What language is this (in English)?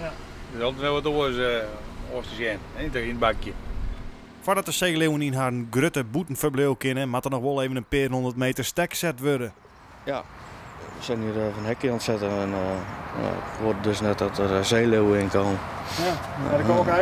Western Frisian